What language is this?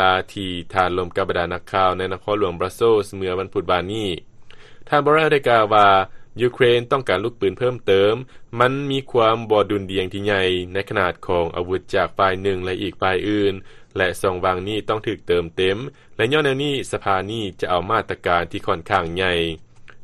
Lao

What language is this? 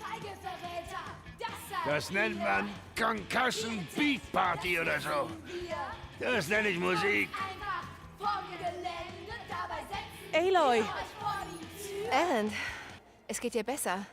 Bavarian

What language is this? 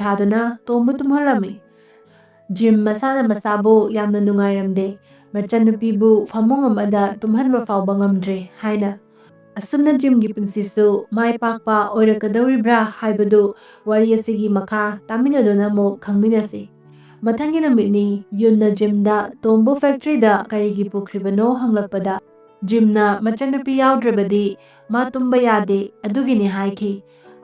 Manipuri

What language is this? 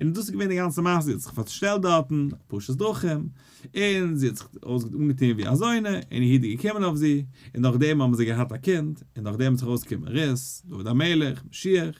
Yiddish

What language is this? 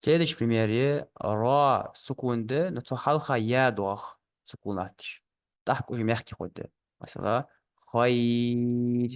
Ingush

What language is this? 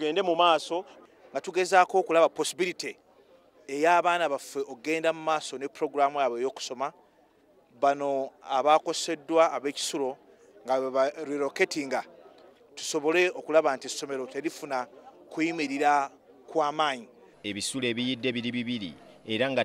Ganda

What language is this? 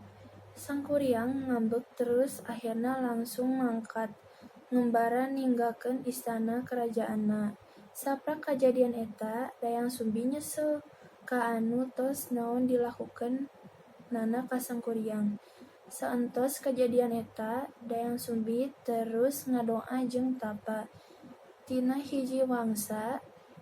Sundanese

